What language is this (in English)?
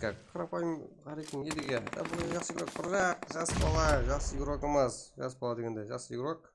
Kara-Kalpak